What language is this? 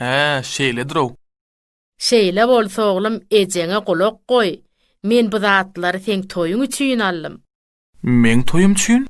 Turkmen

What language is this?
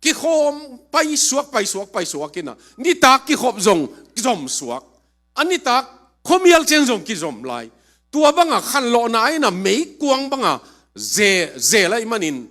Tedim Chin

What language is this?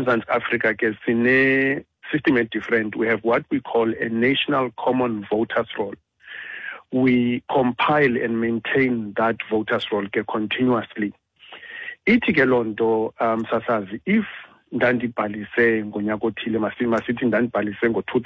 Xhosa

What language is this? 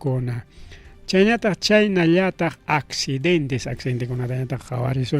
Ayacucho Quechua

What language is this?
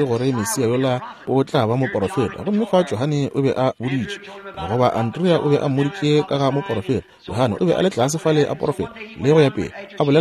Northern Sotho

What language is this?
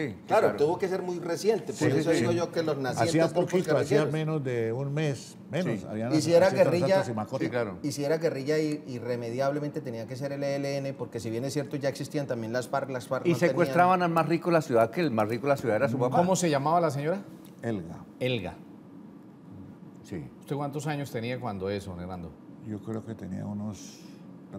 Spanish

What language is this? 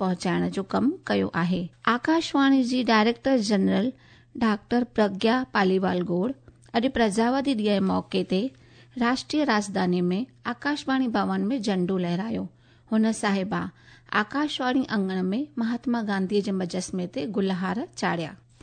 Sindhi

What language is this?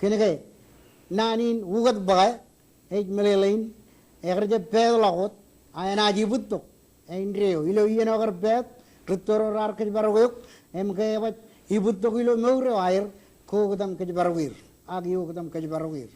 Marshallese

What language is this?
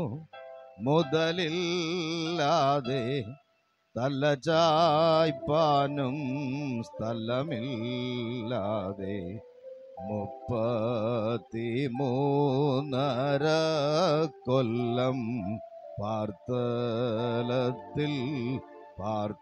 Malayalam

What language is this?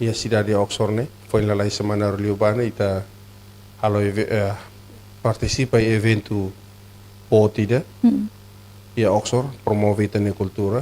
Tetum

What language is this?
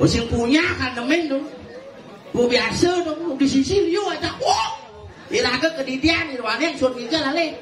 Balinese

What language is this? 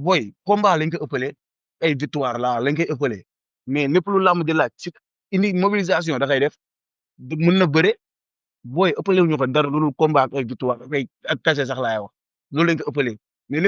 Wolof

